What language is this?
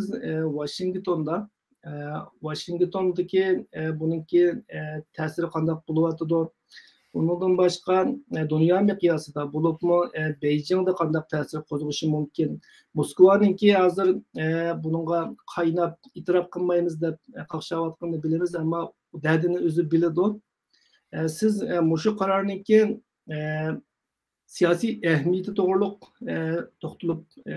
Uyghur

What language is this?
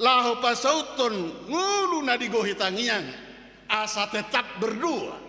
Batak Toba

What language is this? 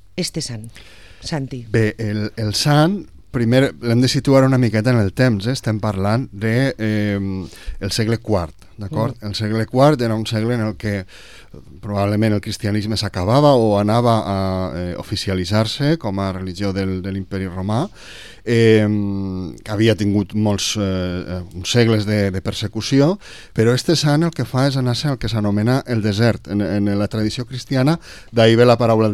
Catalan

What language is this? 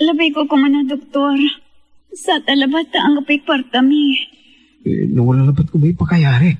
Pangasinan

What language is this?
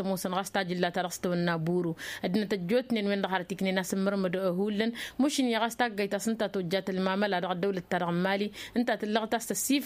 Tamasheq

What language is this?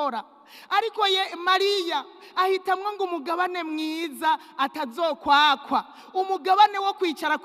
Rundi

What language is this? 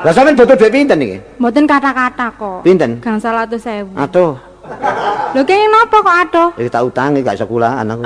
Javanese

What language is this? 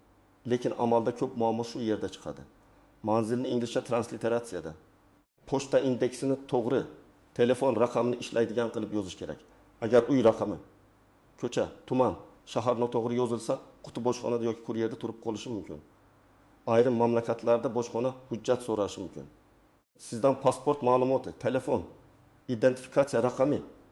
Uzbek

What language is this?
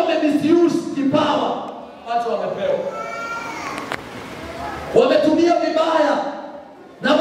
Swahili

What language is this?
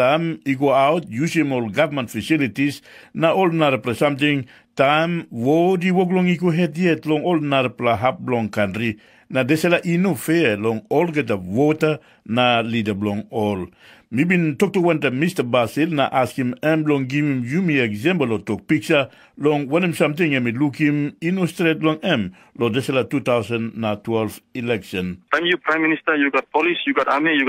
Tok Pisin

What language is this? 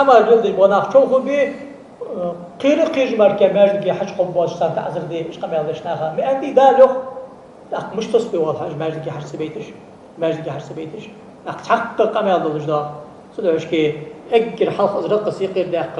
Ingush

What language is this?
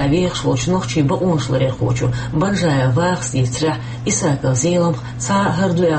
Chechen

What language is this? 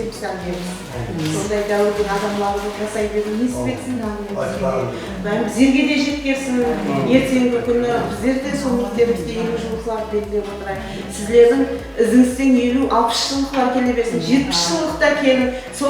Kara-Kalpak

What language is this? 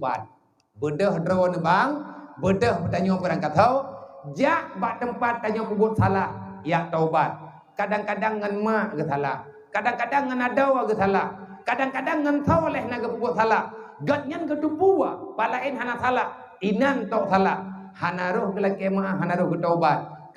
Achinese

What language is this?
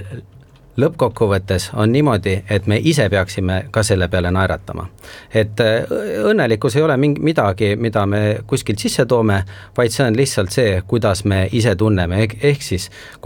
Estonian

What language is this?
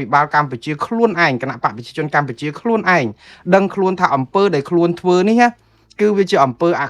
Khmer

